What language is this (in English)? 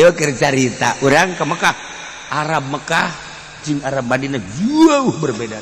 Sundanese